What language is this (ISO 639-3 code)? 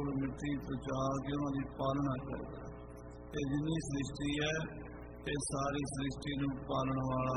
pan